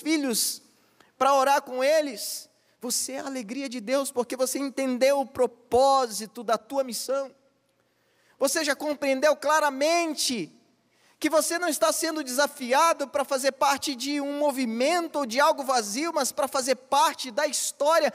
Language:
Portuguese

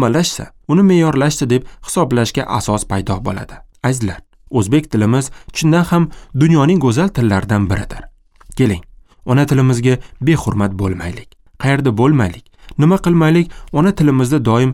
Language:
Uzbek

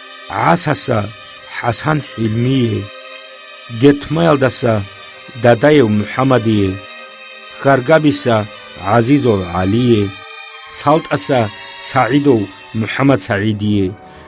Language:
Avaric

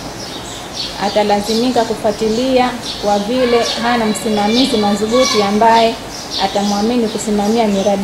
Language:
Swahili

